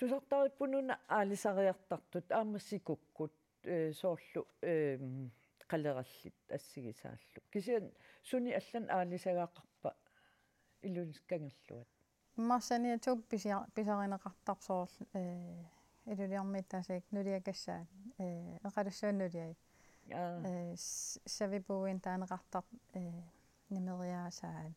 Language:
Kalaallisut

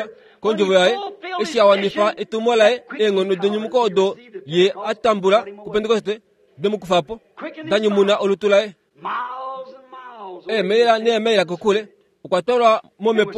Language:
Kuanyama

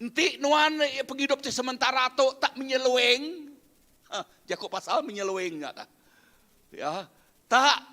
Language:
Iban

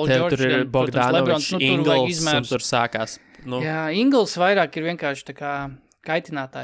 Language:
Latvian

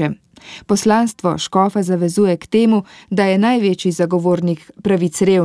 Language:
Slovenian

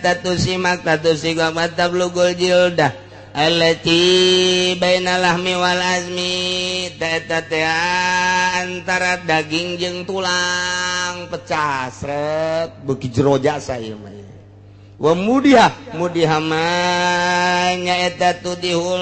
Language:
Sundanese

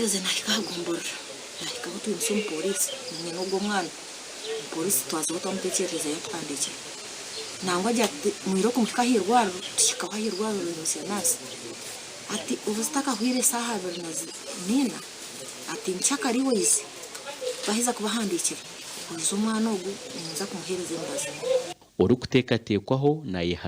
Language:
Nyankole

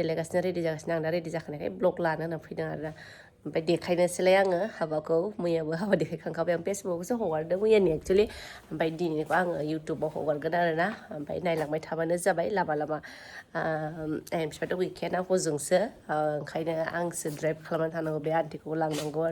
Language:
Bodo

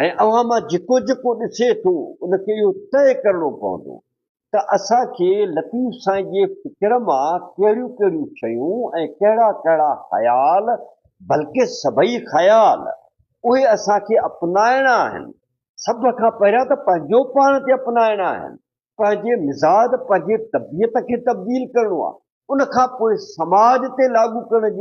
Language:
Sindhi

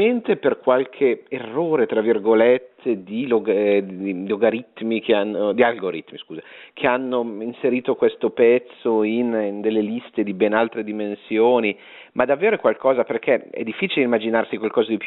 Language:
Italian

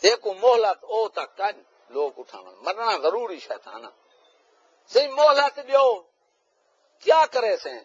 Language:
Saraiki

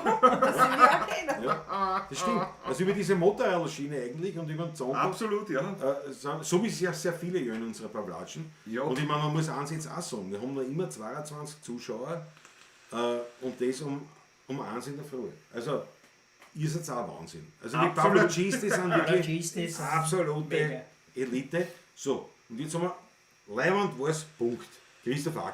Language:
Bavarian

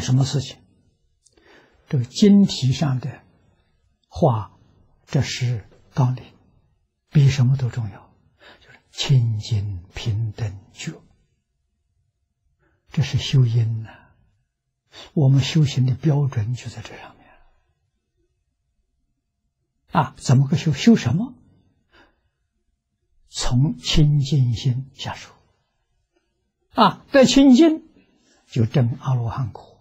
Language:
Chinese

